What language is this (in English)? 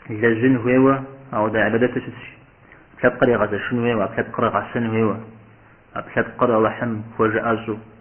Kabardian